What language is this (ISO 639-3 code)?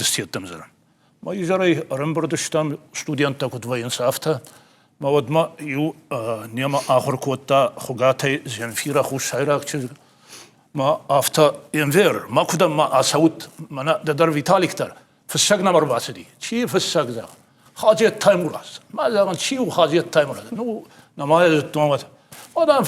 oss